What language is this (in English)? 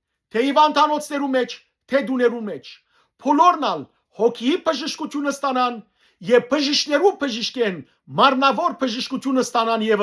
Western Armenian